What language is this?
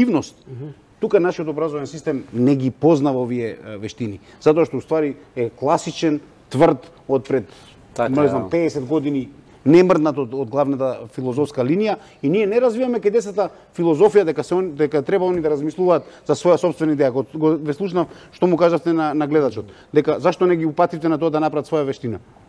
Macedonian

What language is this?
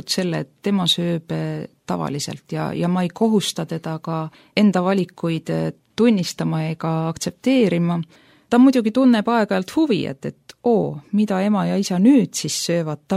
Estonian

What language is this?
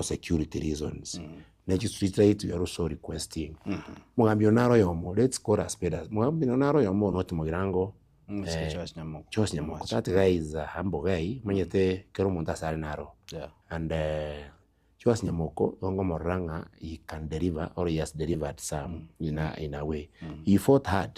Gusii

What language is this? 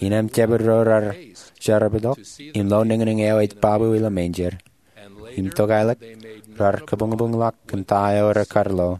Marshallese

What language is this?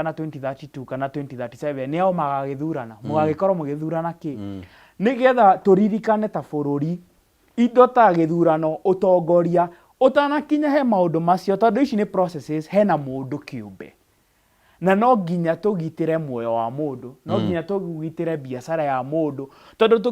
Kikuyu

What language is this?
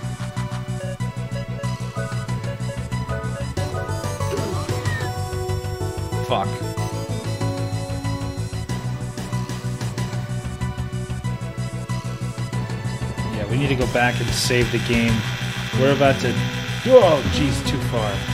English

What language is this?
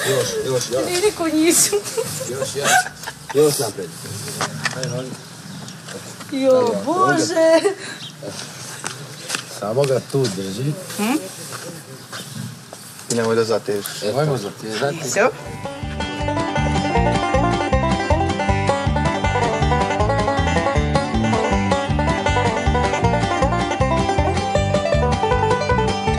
Serbian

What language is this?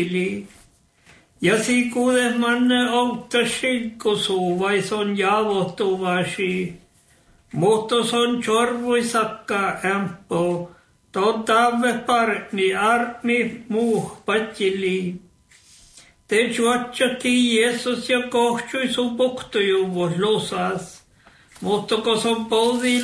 Norwegian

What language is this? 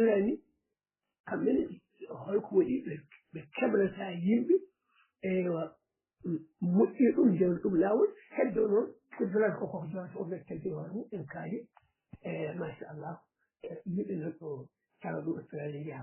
Fula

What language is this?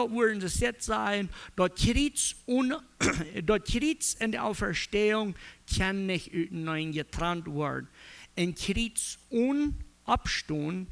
Plautdietsch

